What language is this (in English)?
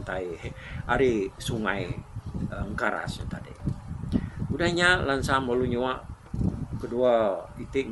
Iban